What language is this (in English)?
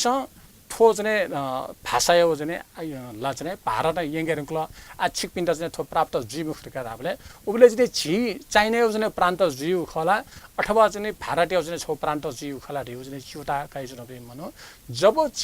Newari